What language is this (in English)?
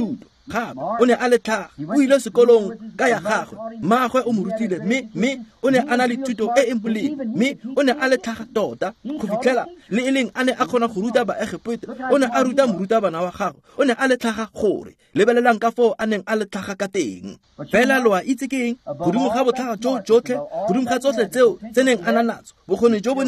Tswana